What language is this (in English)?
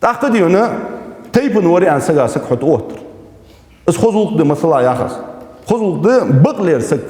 Ingush